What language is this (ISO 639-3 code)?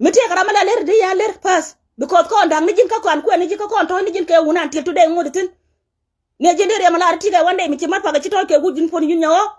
nus